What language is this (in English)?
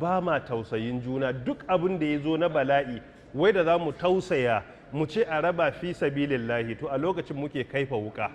Hausa